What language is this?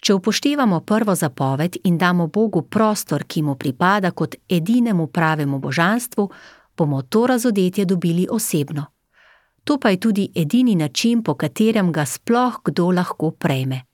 Slovenian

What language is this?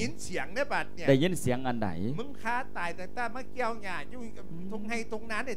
Lao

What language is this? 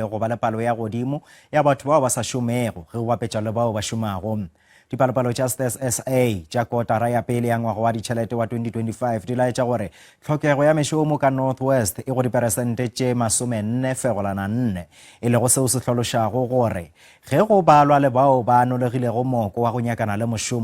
Northern Sotho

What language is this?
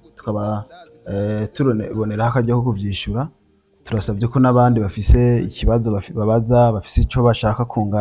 Rundi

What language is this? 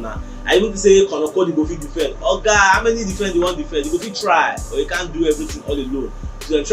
Nigerian Pidgin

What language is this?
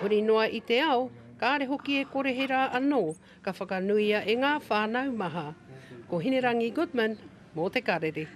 Māori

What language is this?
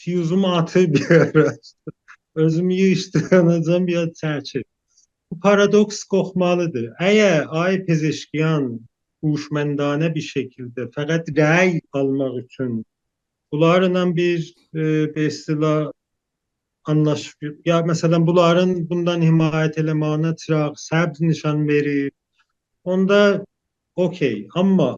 South Azerbaijani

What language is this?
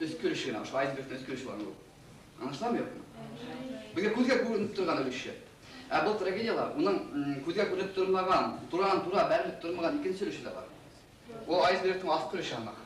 Bashkir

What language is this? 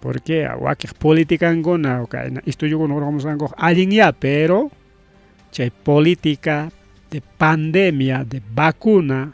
Ayacucho Quechua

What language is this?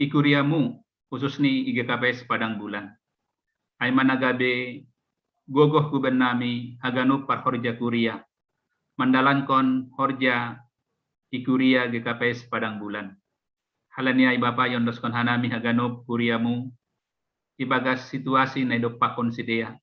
Batak Simalungun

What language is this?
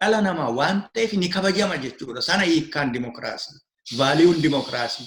Oromo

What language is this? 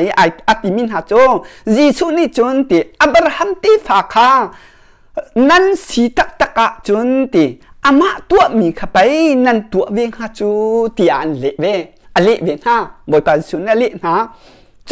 Hakha Chin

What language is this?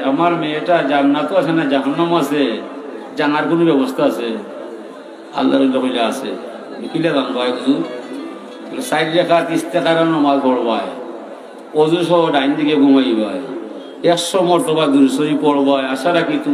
Sylheti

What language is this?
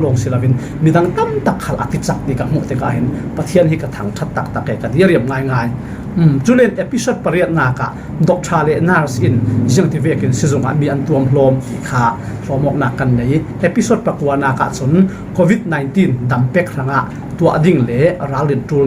Falam Chin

